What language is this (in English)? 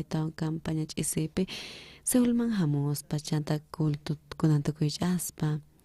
South Bolivian Quechua